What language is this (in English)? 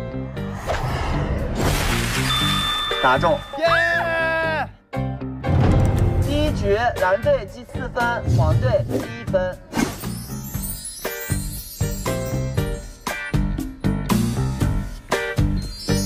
Chinese